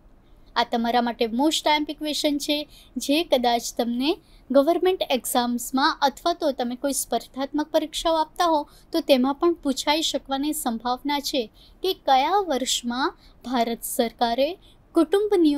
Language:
Gujarati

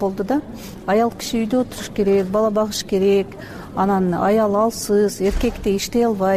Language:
Kyrgyz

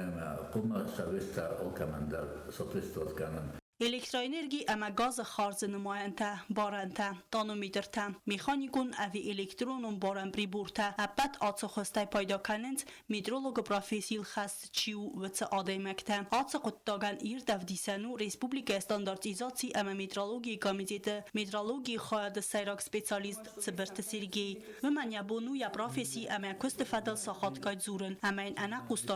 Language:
Ossetic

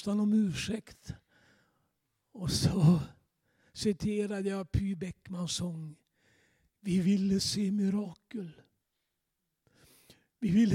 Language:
Swedish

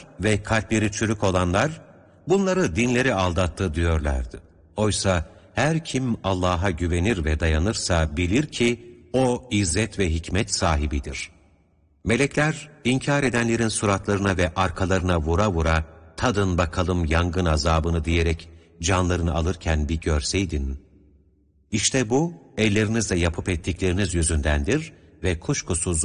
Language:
Turkish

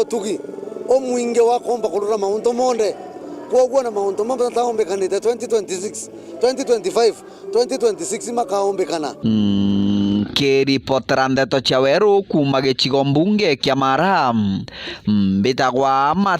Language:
Meru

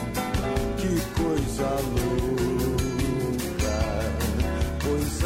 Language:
Portuguese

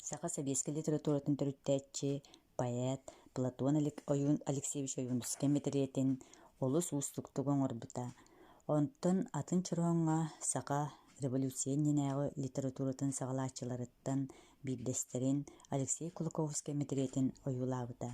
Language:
Yakut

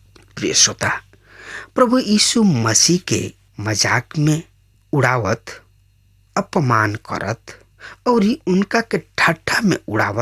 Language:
Bhojpuri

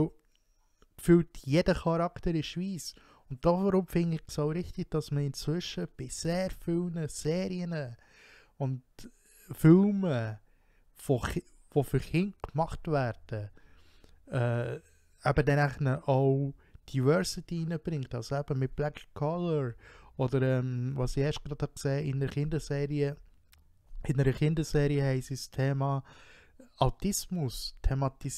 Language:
Swiss German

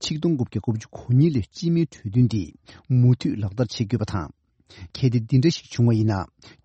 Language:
Tibetan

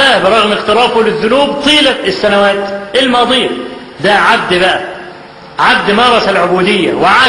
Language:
Egyptian Arabic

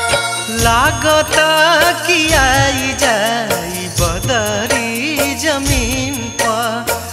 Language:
Bhojpuri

